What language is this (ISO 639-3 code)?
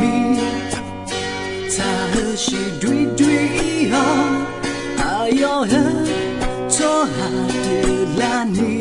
ahk